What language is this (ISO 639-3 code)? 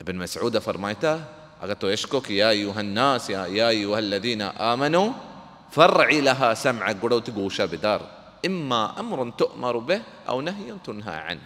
bal